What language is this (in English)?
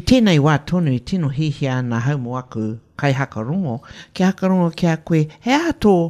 Māori